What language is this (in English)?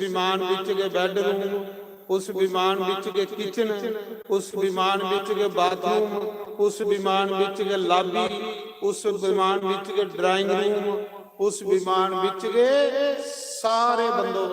Dogri